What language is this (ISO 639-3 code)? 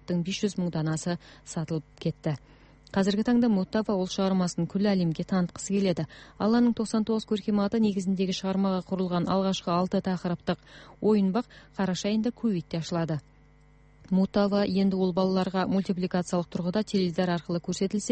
kaz